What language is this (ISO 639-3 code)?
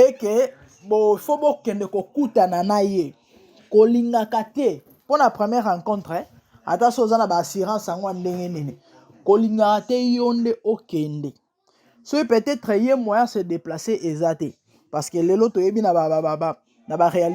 lin